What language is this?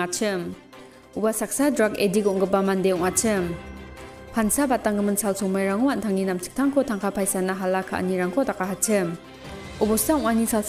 Garo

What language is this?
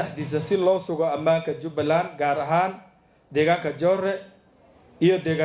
Somali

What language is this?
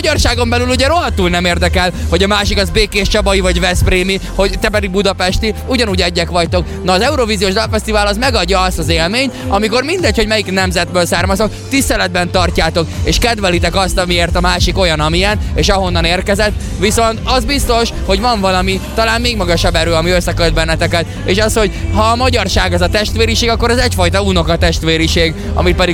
Hungarian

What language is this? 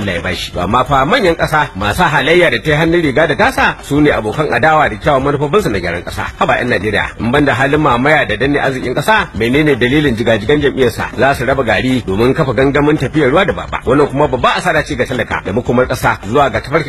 Hausa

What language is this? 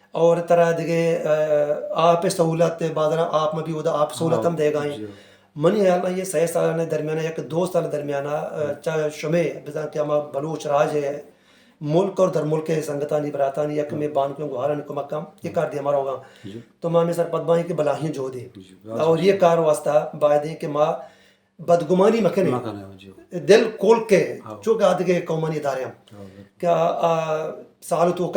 Baluchi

